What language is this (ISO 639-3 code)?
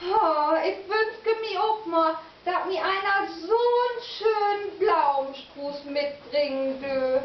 nds